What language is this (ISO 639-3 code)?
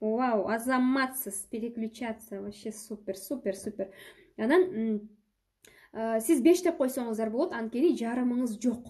kir